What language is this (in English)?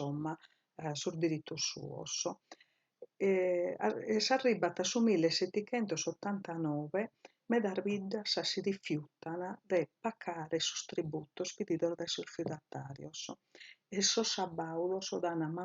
Sardinian